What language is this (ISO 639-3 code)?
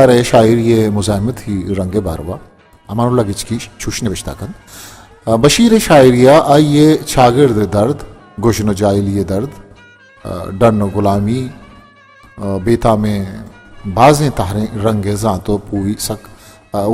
bal